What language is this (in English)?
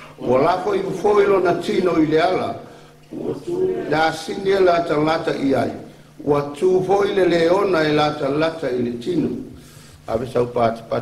Samoan